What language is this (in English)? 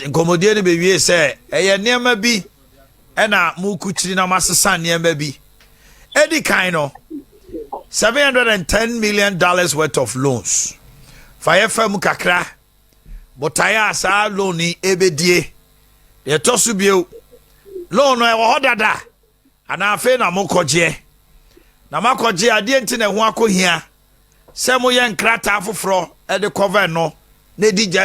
Akan